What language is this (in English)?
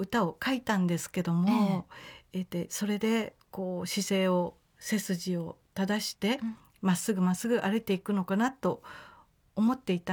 Japanese